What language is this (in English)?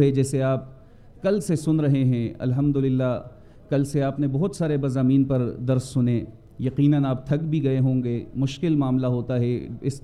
Urdu